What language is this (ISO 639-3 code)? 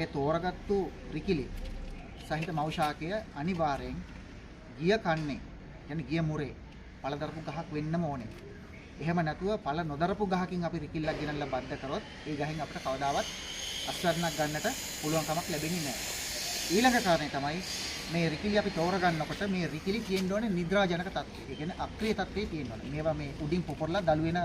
sin